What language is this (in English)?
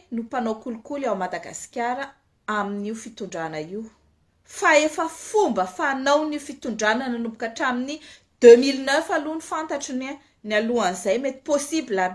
Malagasy